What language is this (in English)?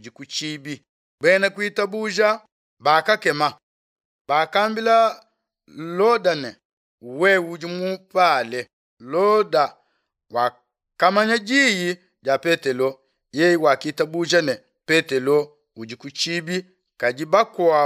Luba-Lulua